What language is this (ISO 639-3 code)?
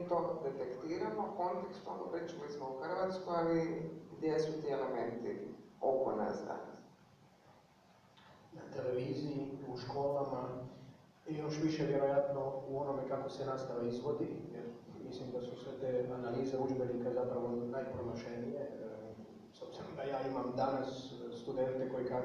hrv